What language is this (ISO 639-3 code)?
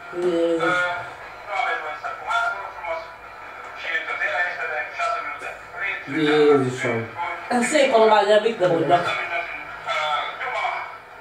hun